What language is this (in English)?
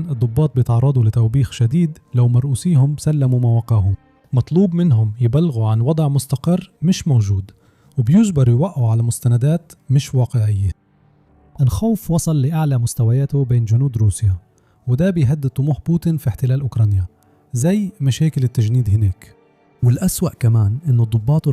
Egyptian Arabic